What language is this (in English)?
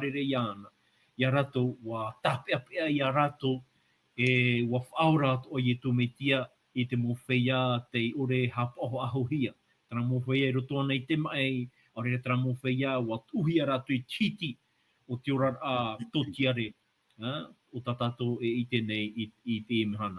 Tahitian